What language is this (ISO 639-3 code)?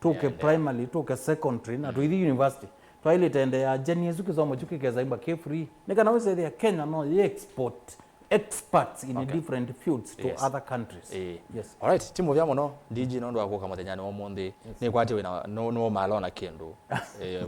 kam